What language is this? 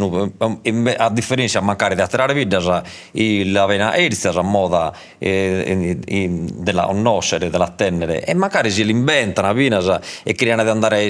Sardinian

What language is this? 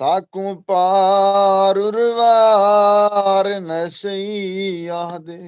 Saraiki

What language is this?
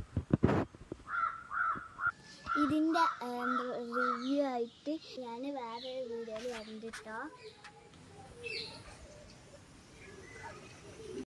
Malayalam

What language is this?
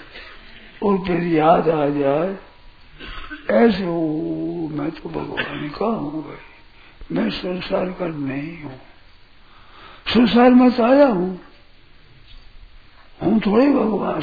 Hindi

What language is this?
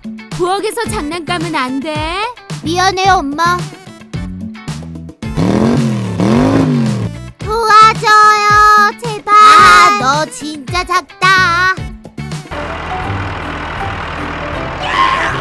Korean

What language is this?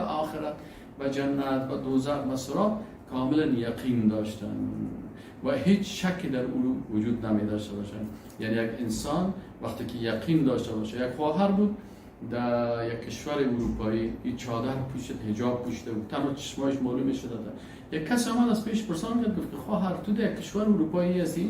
Persian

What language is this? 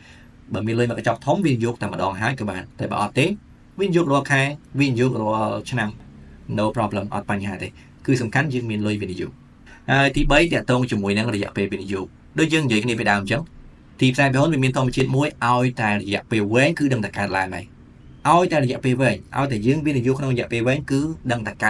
Khmer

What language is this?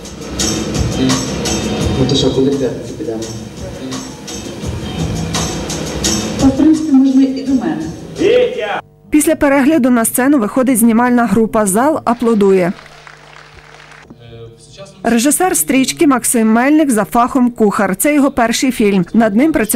Ukrainian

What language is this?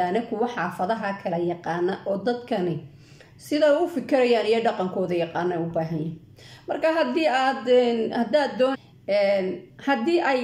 Somali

